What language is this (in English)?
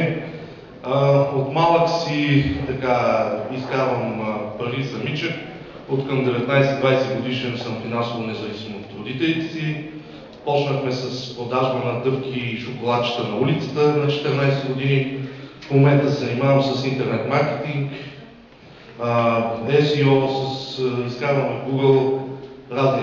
Bulgarian